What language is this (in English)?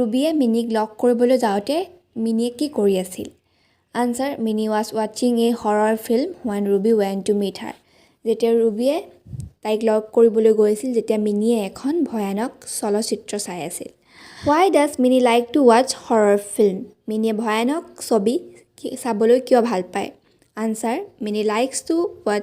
Assamese